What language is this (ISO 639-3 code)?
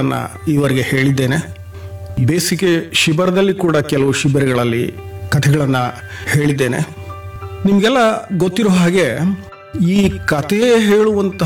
kan